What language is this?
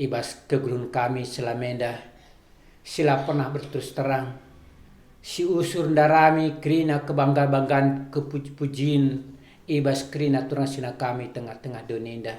Batak Karo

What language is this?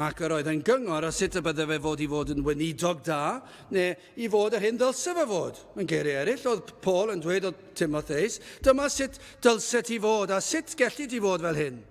Welsh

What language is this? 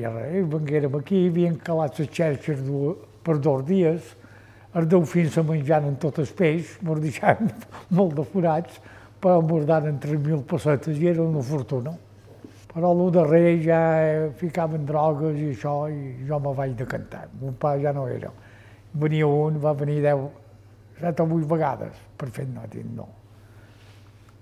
Catalan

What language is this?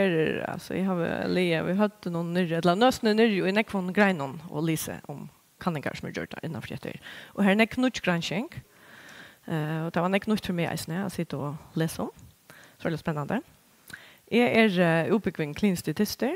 Faroese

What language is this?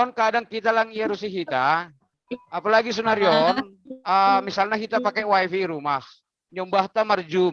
Batak Simalungun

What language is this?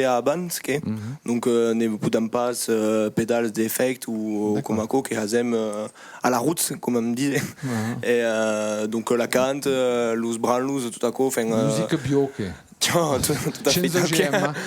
Occitan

